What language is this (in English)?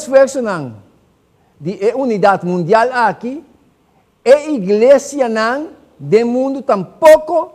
Papiamento